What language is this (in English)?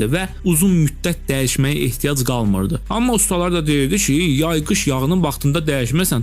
Azerbaijani